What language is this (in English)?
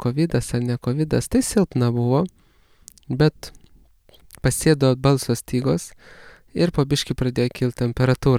Lithuanian